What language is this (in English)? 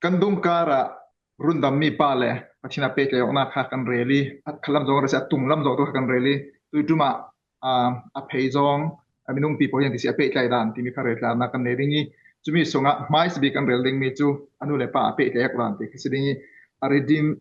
Falam Chin